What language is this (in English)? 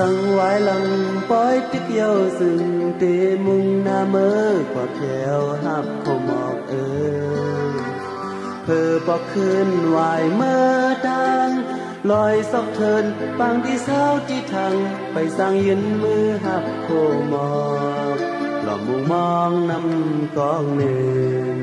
Shan